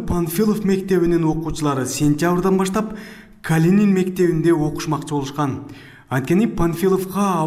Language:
Kyrgyz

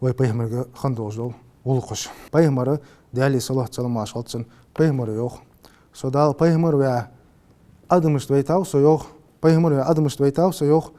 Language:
Ingush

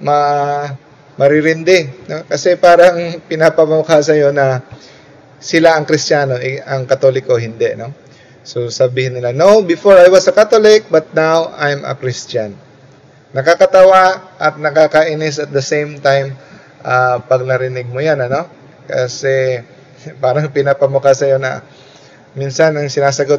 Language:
Filipino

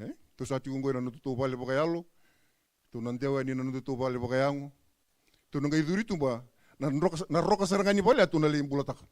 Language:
Fijian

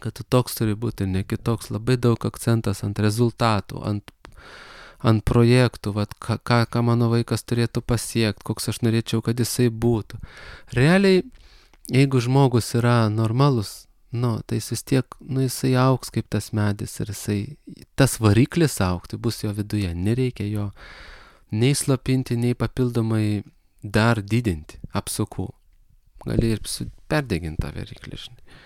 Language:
Lithuanian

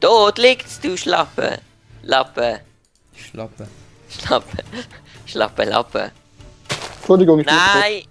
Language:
Swiss German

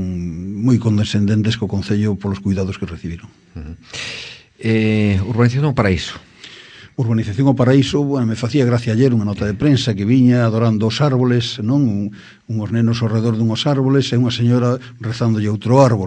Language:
Galician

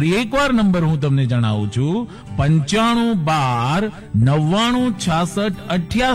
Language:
Gujarati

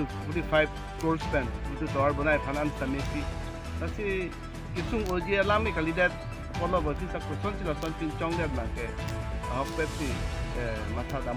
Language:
Karbi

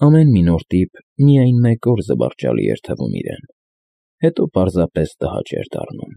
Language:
Armenian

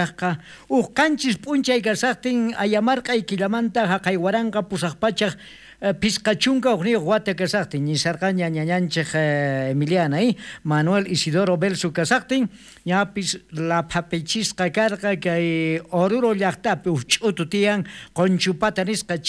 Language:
South Bolivian Quechua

